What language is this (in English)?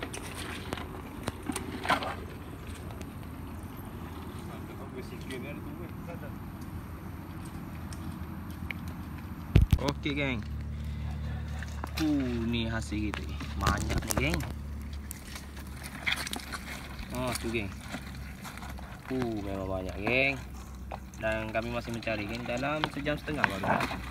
Malay